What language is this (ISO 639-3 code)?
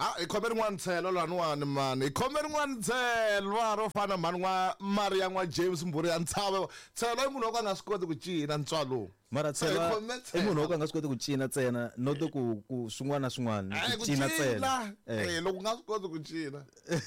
tso